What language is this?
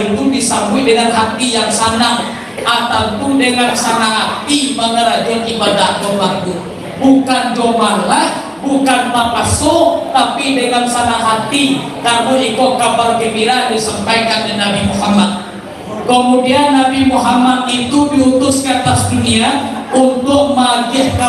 Minangkabau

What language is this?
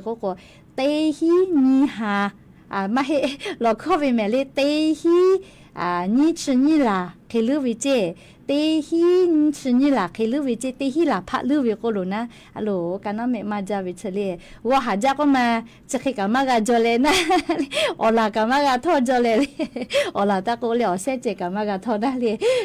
Lahu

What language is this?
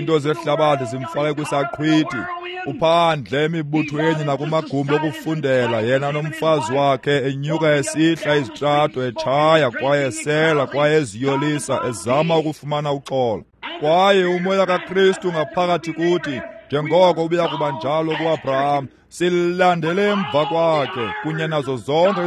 Xhosa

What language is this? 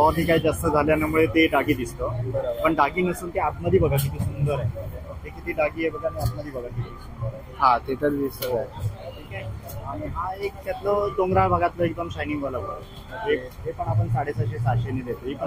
Marathi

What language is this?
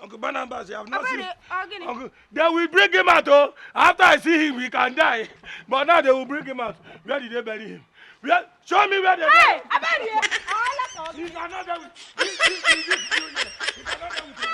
Nigerian Pidgin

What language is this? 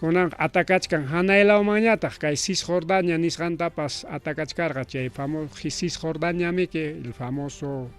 Ayacucho Quechua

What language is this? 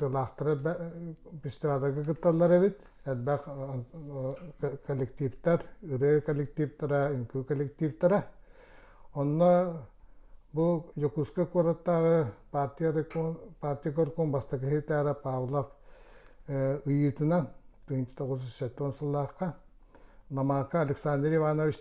Yakut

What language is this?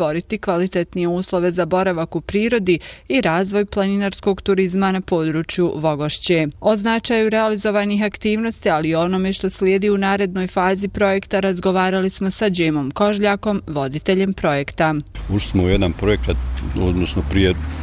Bosnian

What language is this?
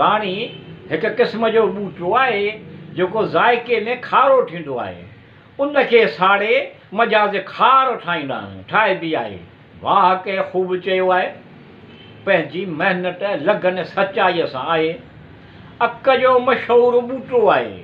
Sindhi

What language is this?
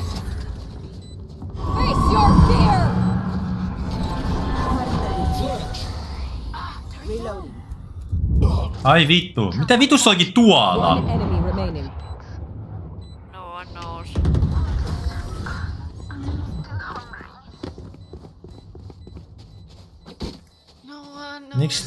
Finnish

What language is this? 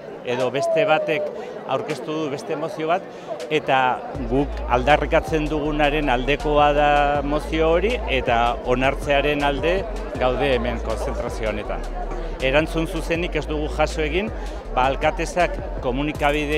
Basque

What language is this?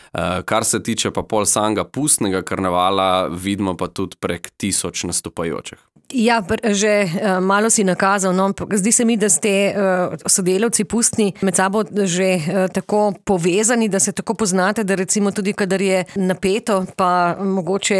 Slovenian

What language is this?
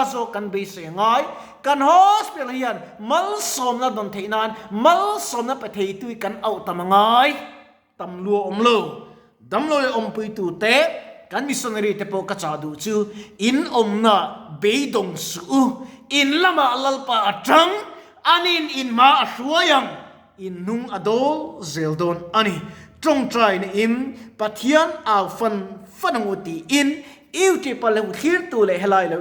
Mizo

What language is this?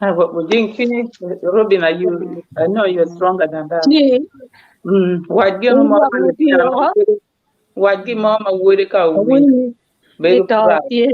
Acoli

